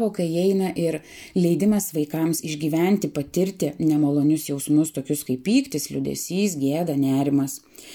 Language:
Lithuanian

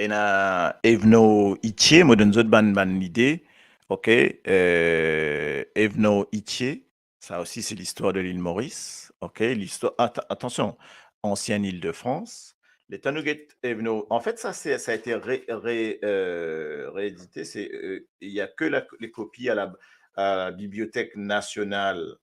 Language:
Morisyen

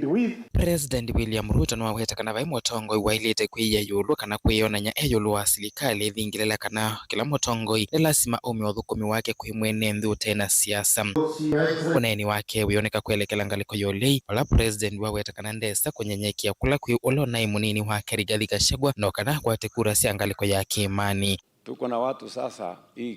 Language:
Kamba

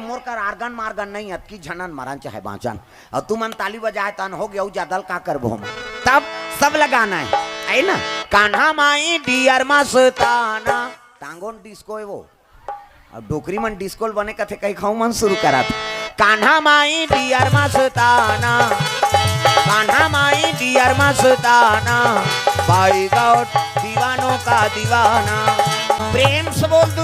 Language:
Chhattisgarhi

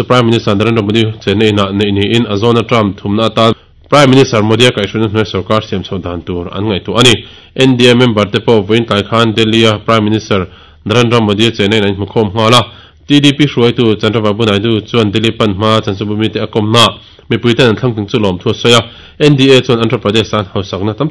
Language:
Mizo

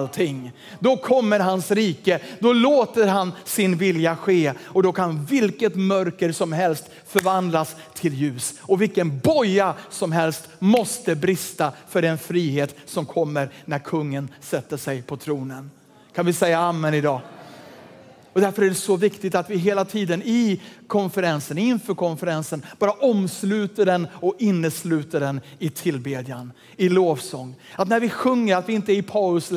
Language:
Swedish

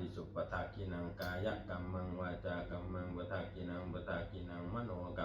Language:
Pali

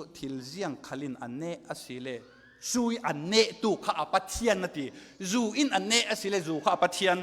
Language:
Falam Chin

